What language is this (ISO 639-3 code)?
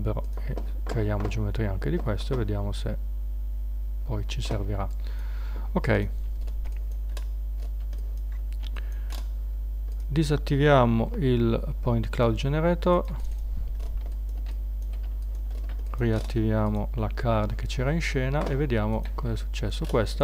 ita